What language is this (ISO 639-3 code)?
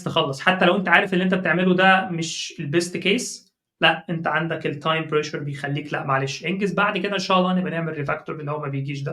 arz